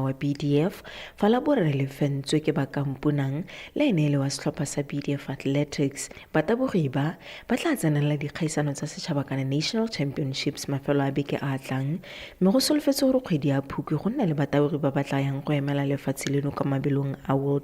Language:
Tswana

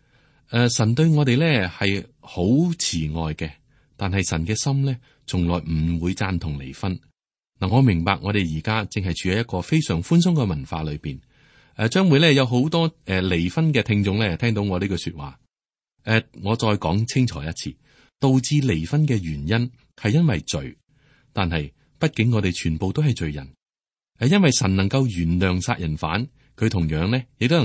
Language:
Cantonese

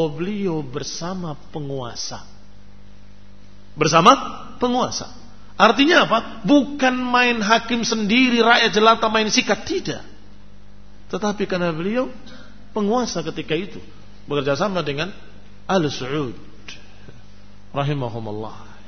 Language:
Indonesian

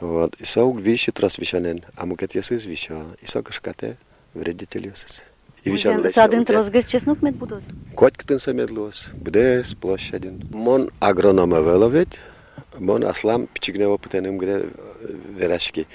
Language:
Udmurt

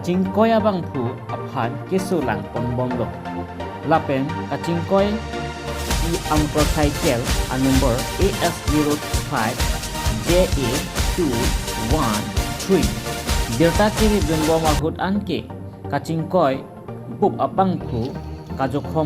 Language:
Karbi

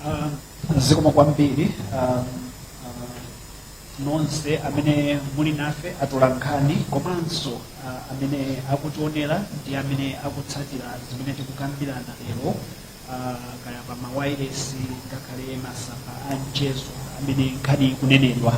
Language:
Nyanja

